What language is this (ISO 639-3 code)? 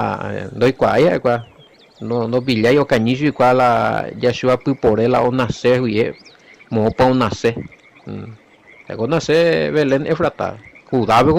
grn